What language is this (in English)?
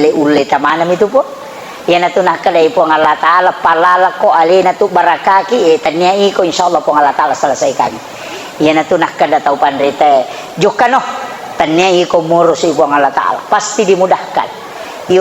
Buginese